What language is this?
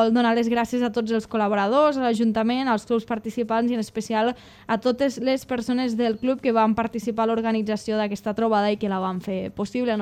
Catalan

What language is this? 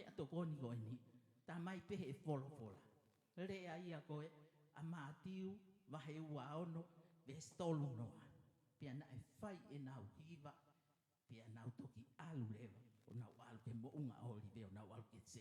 Tongan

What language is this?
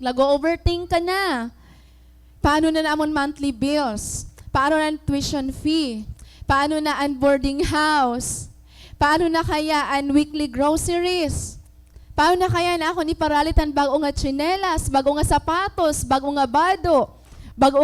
Waray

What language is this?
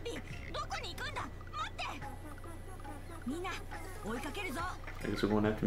English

